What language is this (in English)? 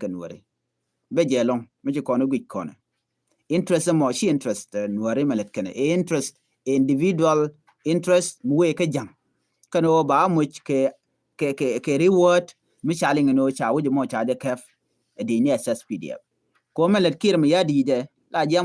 Nuer